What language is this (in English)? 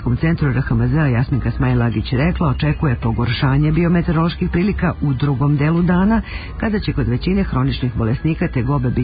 Serbian